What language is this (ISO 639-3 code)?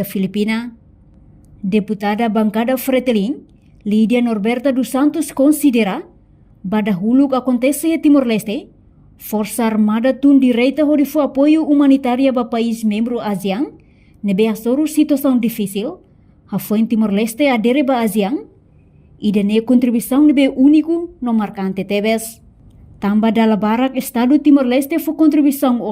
tet